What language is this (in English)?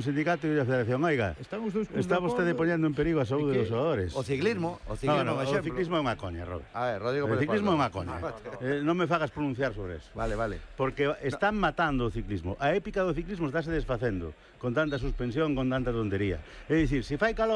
Galician